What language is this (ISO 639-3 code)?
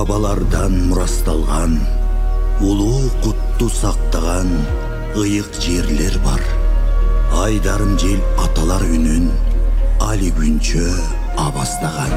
kir